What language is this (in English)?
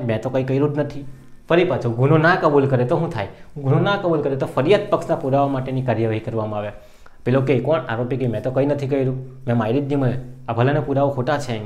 Gujarati